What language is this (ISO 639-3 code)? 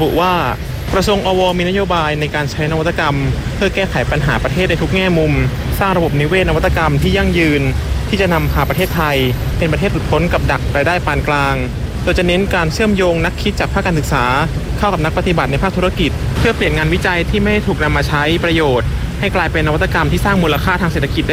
tha